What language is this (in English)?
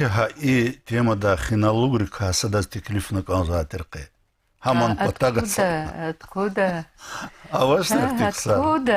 Lezghian